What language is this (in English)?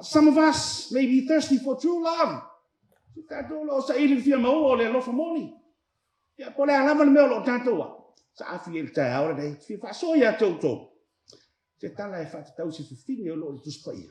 Samoan